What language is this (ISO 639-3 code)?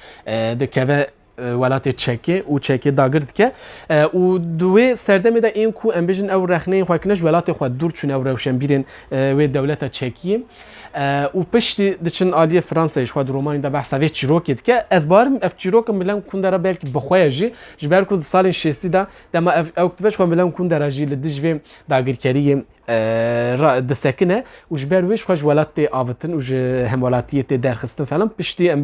kur